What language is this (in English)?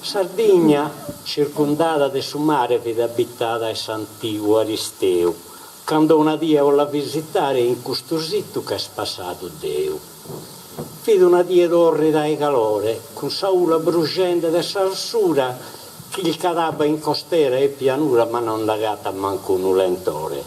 Sardinian